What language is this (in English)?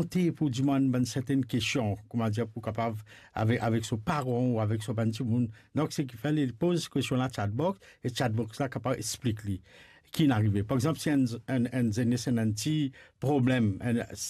Morisyen